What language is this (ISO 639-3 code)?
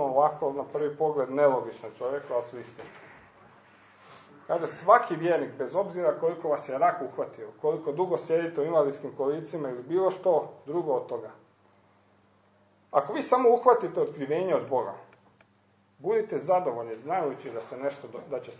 hrv